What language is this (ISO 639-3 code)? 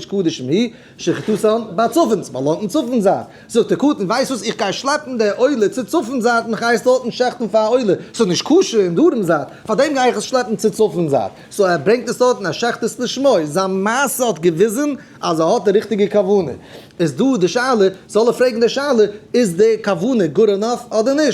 yid